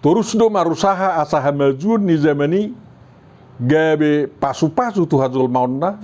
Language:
Batak Toba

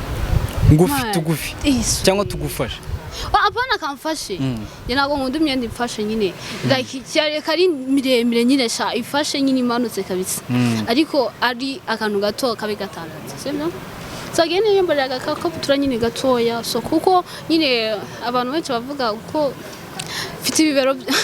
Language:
Kinyarwanda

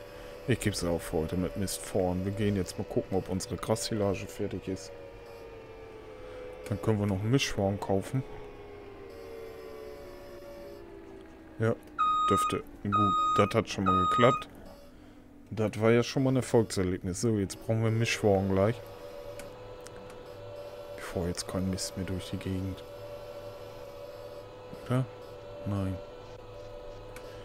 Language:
German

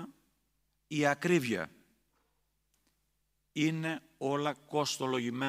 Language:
Greek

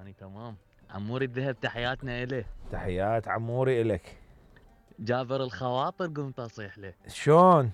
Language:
Mesopotamian Arabic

